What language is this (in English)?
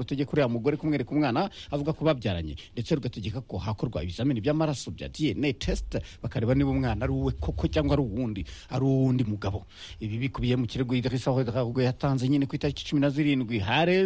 Kinyarwanda